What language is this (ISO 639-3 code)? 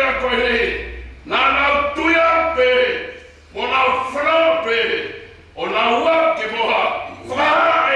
ton